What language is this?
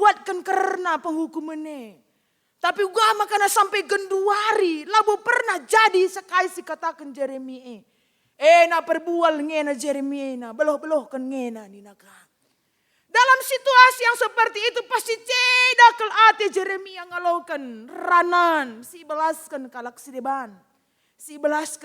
Batak Karo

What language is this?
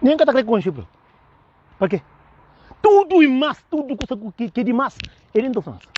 Kabuverdianu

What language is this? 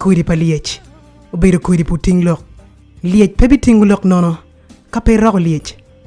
Acoli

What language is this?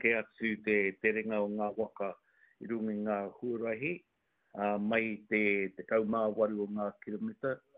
Māori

